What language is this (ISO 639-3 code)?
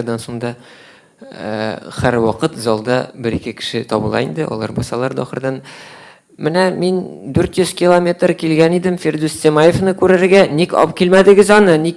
tat